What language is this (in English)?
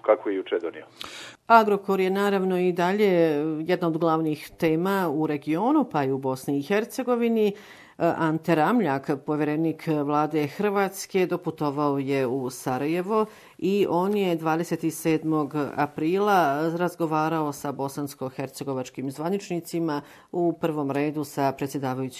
Croatian